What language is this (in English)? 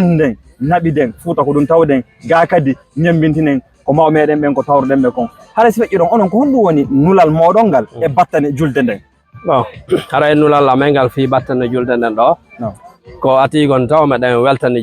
Fula